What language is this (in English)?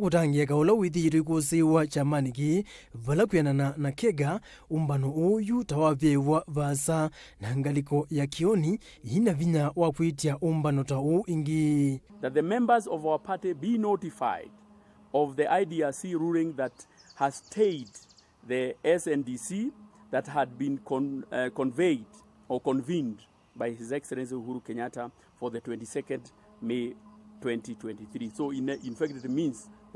Kamba